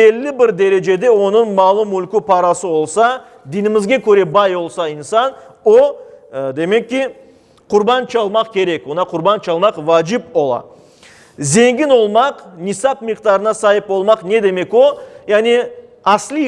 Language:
Crimean Tatar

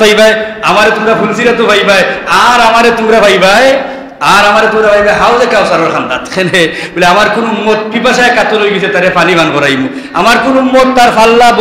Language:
Sylheti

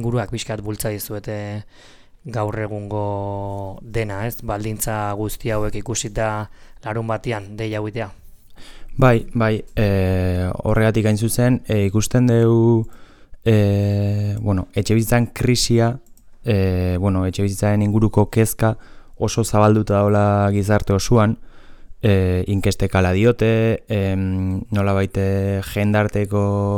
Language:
Basque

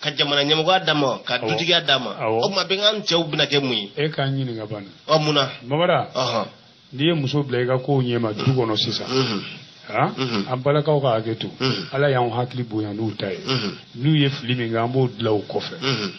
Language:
Bambara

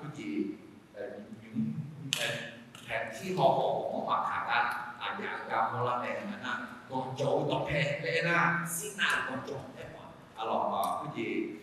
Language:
Akha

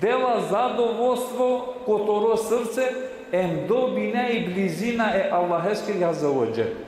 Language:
Balkan Romani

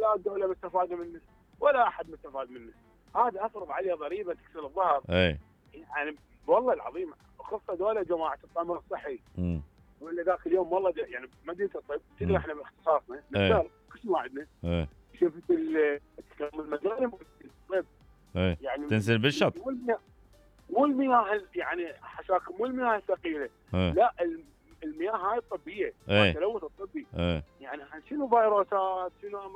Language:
Mesopotamian Arabic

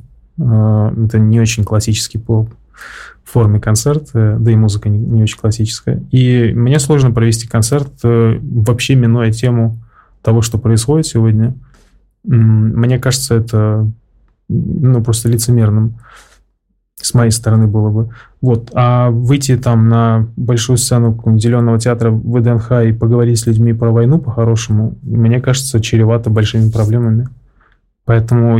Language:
Russian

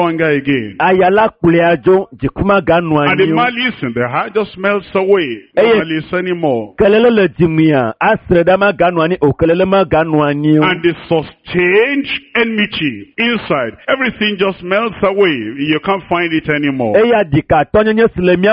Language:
Ewe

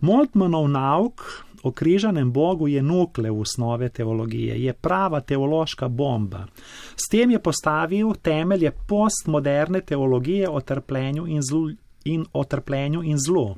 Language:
Slovenian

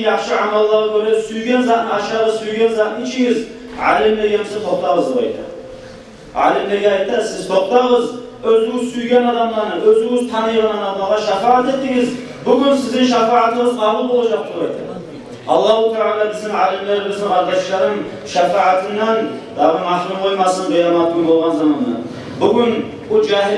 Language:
Kumyk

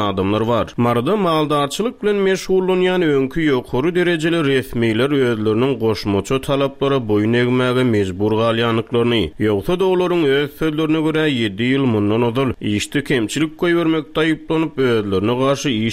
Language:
Turkmen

